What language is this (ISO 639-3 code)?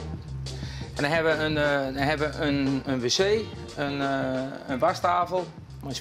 fry